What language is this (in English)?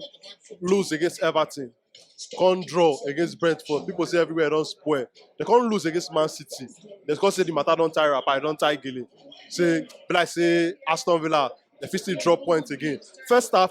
Nigerian Pidgin